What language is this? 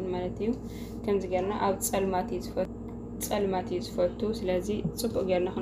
Tigrinya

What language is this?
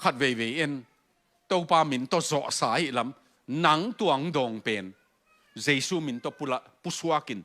Tedim Chin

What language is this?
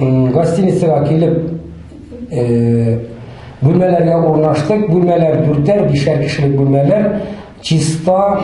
Tatar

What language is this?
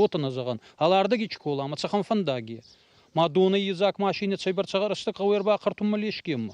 Ossetic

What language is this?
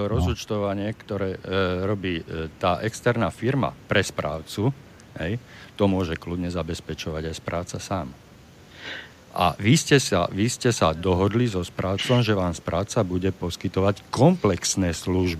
Slovak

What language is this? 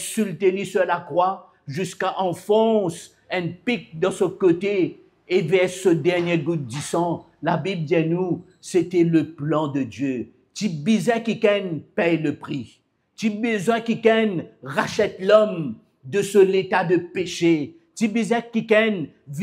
Morisyen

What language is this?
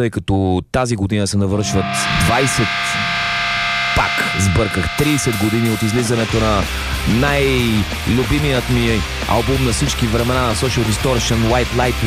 Bulgarian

